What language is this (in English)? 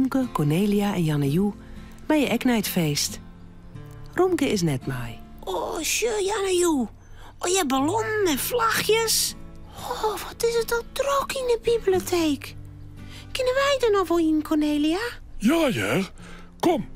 Western Frisian